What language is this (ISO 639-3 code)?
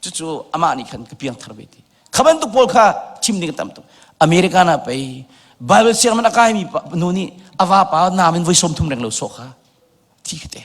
cnh